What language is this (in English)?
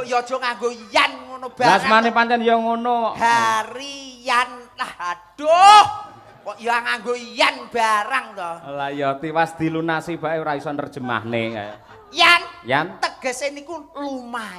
Javanese